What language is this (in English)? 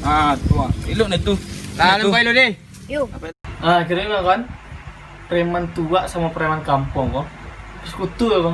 Minangkabau